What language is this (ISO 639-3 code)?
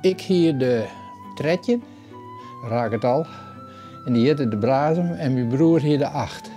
fry